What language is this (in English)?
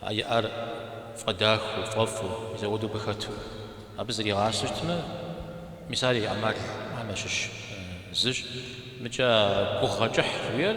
Kabardian